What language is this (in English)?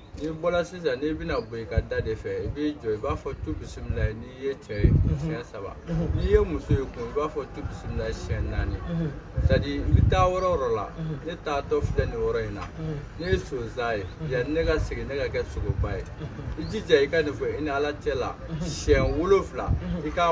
Bambara